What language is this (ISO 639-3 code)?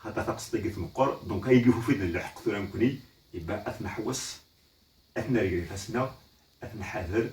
kab